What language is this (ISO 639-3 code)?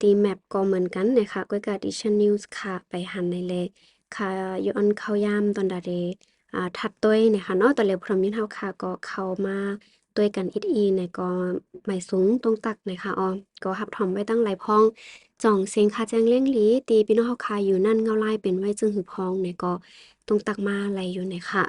shn